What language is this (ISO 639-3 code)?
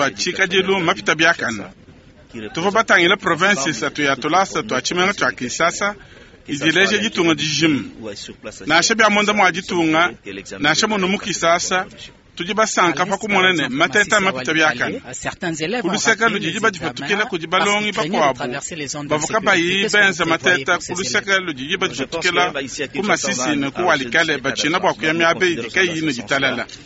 lua